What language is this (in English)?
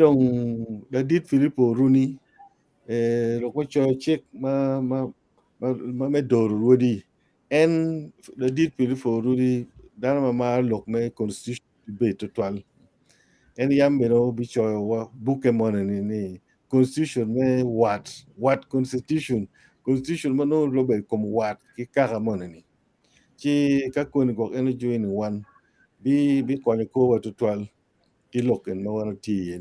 Acoli